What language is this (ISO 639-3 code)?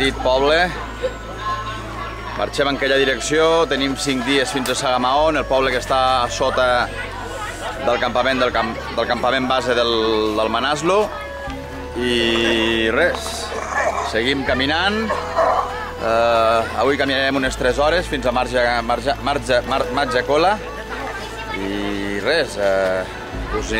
cat